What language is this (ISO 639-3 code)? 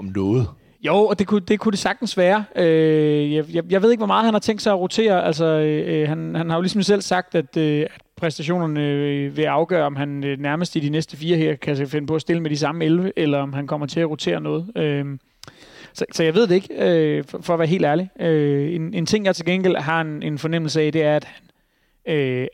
dan